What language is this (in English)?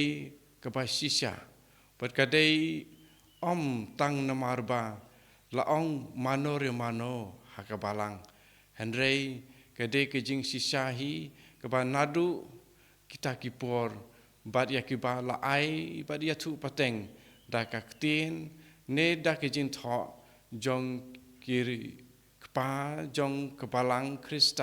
Khasi